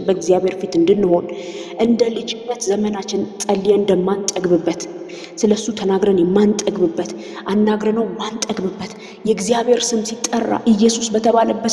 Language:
Amharic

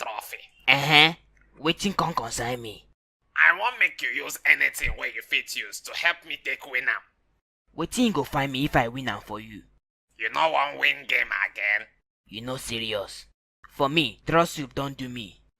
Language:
Nigerian Pidgin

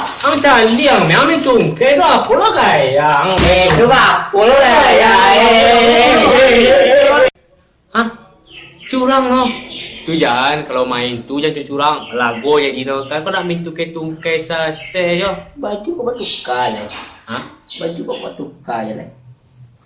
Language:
Minangkabau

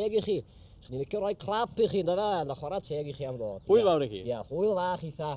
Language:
Welsh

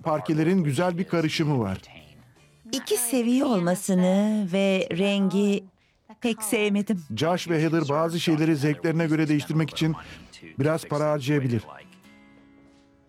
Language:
Turkish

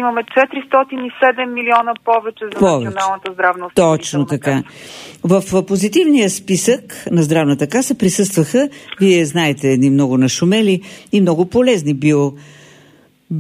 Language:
Bulgarian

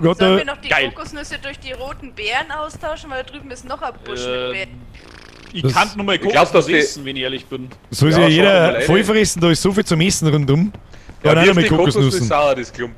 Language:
Bavarian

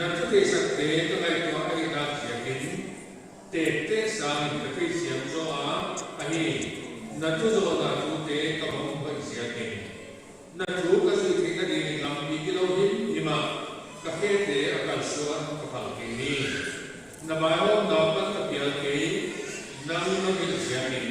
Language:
Paite Chin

